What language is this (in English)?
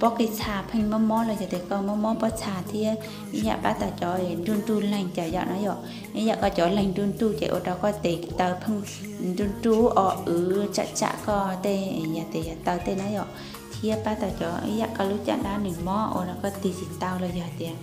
Hmong